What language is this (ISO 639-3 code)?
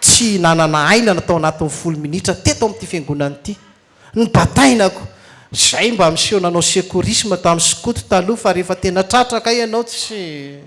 mlg